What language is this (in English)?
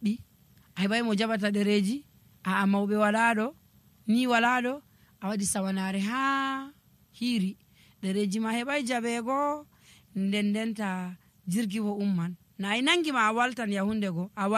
Nigerian Fulfulde